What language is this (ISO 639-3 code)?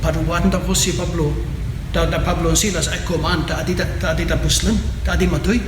kne